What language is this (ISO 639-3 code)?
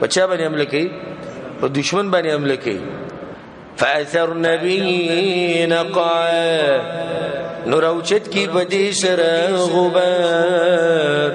pus